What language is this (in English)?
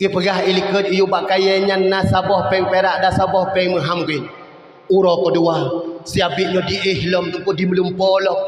Achinese